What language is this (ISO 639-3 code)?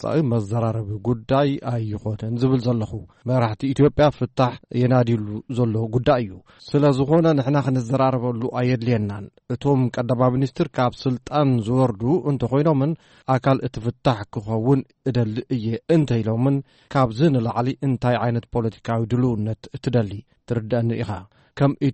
tir